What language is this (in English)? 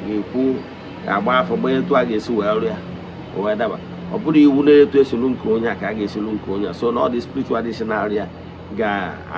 Igbo